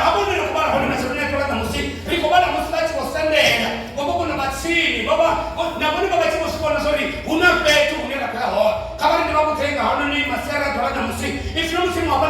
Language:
Venda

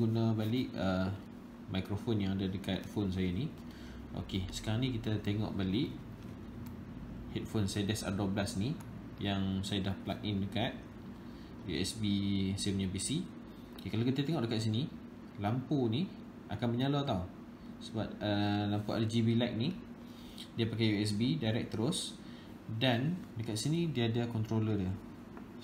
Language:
Malay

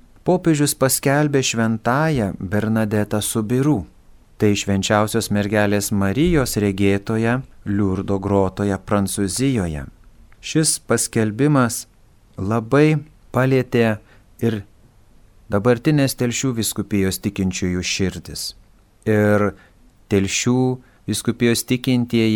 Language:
Lithuanian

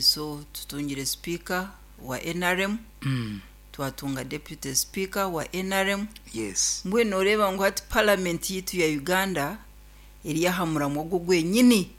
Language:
Nyankole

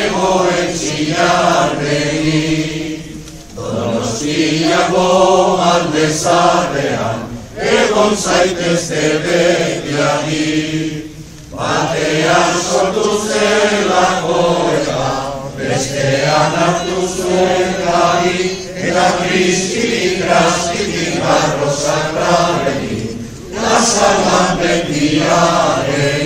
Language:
Basque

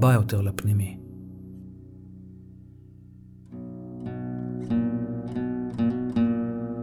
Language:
Hebrew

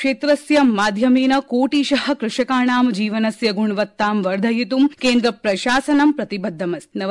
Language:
Sanskrit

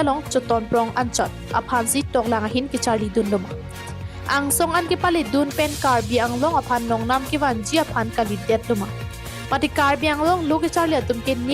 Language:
Karbi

